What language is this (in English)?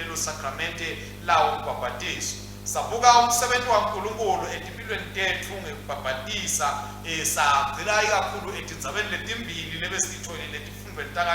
Swati